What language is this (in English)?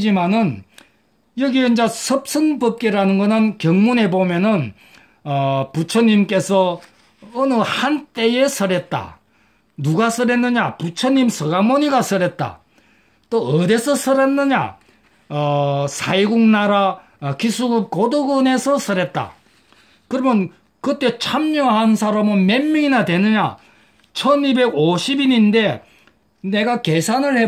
Korean